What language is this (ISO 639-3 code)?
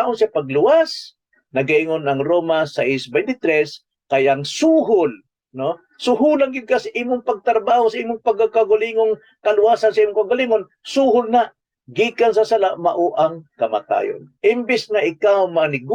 ceb